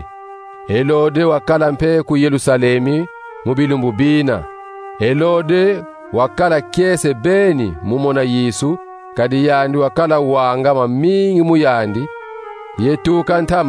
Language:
Kongo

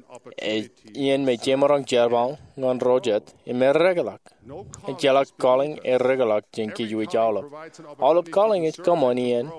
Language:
Marshallese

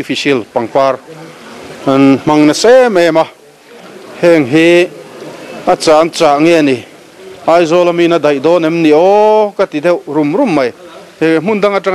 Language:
Mizo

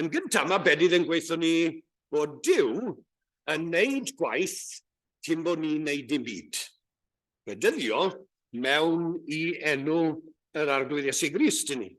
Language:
Welsh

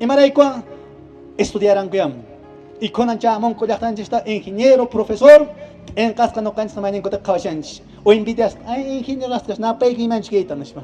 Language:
Quechua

